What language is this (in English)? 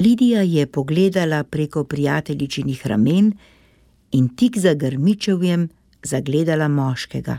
Slovenian